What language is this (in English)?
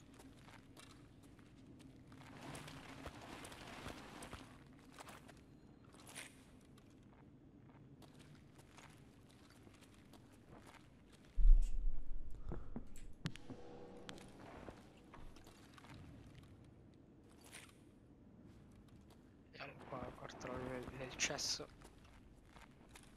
Italian